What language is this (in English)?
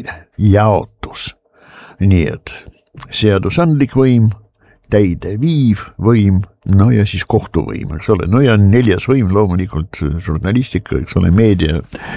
Estonian